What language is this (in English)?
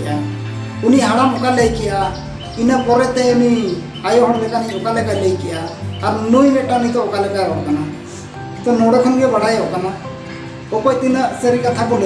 Santali